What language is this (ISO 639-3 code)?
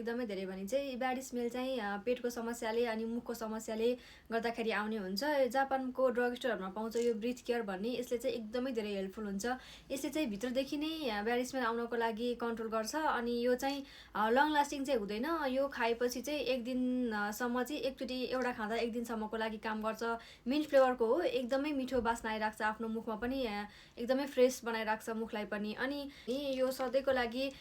nep